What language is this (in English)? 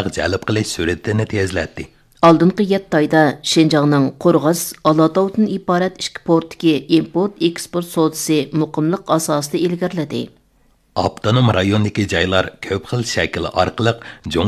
Uyghur